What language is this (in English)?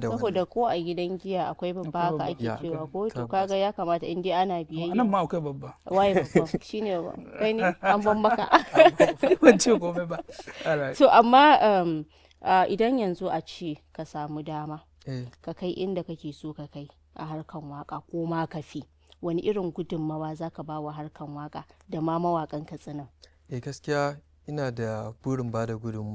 Hausa